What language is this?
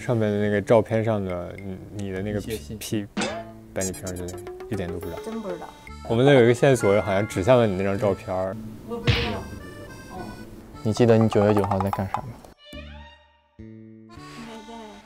Chinese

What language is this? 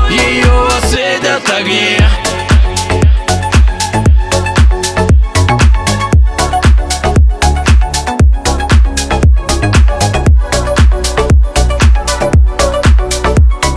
Russian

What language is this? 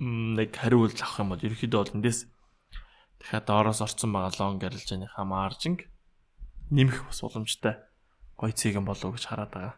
Mongolian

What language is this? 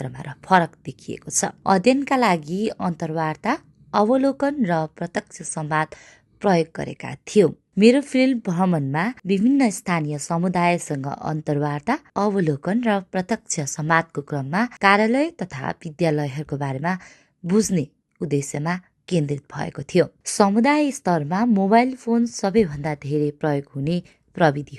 Nepali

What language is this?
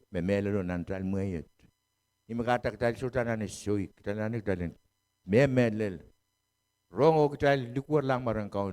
Pohnpeian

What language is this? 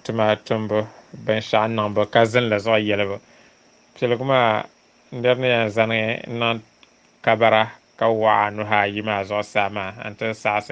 Dagbani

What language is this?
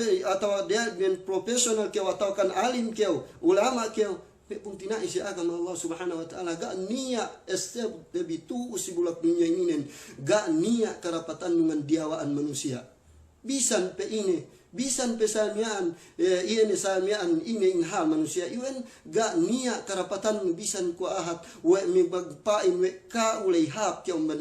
Yakan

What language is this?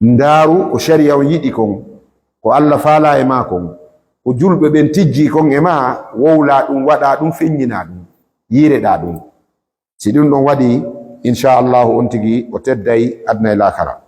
Fula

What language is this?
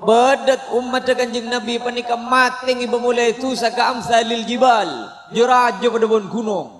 Madurese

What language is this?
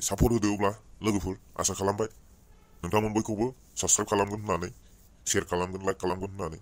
Bodo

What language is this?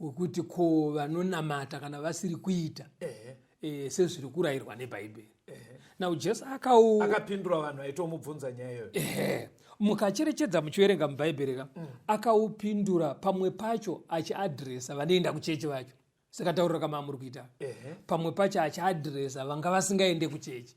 Shona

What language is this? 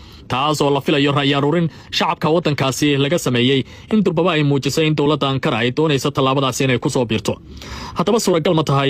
Somali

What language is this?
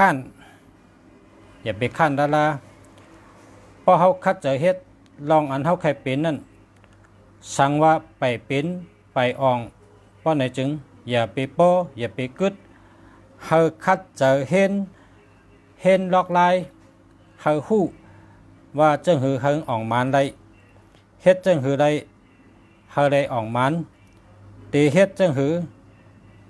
Shan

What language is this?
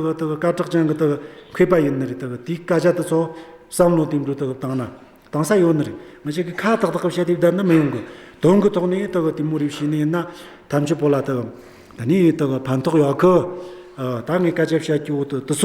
Amdo Tibetan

